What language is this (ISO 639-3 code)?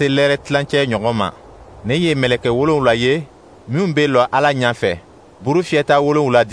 dyu